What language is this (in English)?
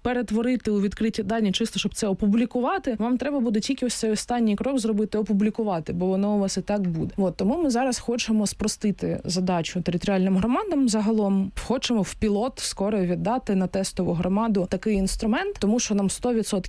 Ukrainian